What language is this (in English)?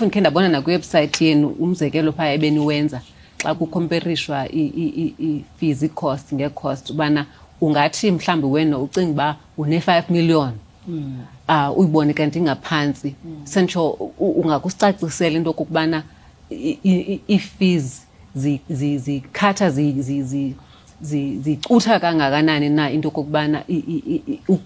Xhosa